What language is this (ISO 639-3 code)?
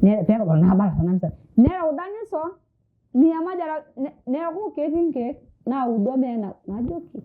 mas